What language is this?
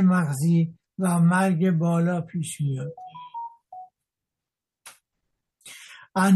Persian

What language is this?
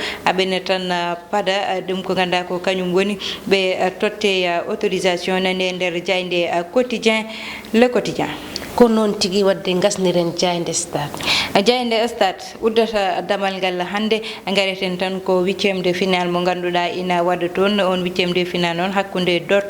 Fula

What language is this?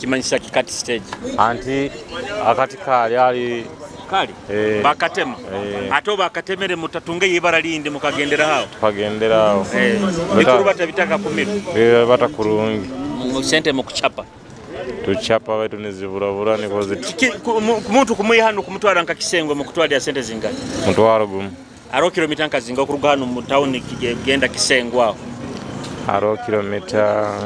Nyoro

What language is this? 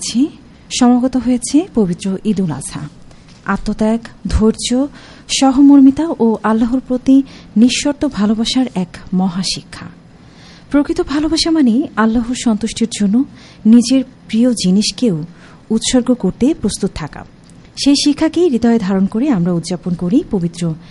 Bangla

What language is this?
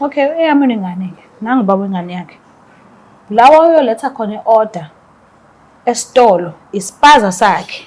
Zulu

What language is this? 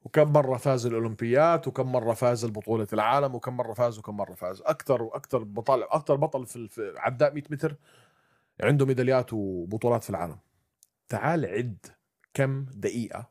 North Levantine Arabic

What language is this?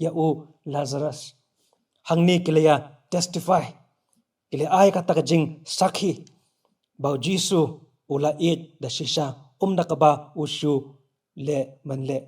Khasi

